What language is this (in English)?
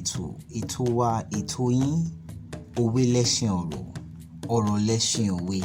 Yoruba